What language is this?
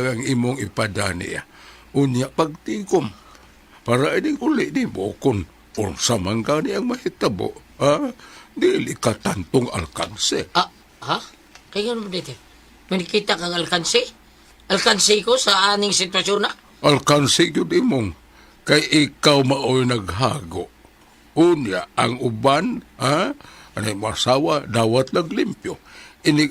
Cebuano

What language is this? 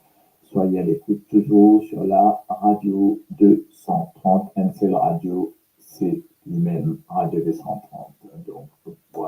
Morisyen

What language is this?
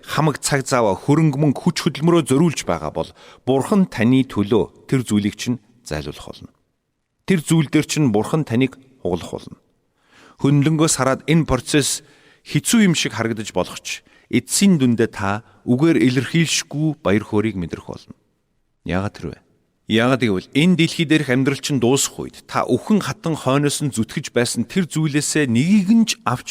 Mongolian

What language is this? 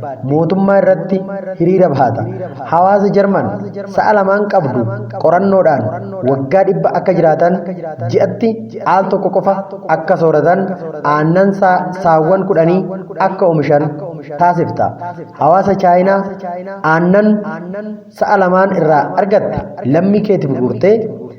Oromo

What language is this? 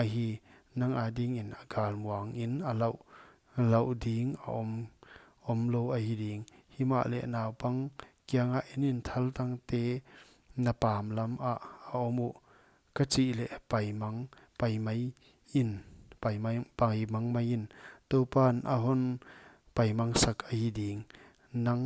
Paite Chin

